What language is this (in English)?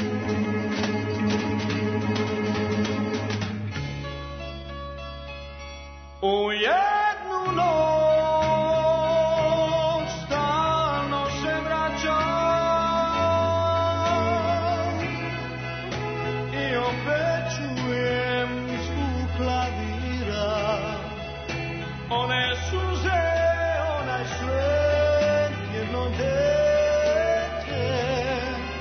Serbian